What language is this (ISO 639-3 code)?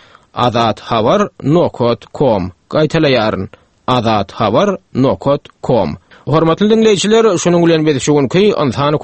tuk